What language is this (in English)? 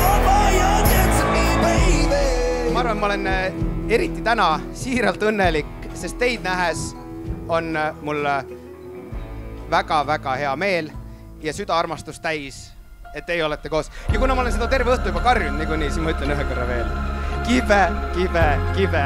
Estonian